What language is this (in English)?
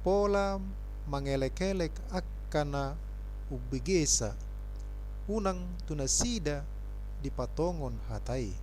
Batak Toba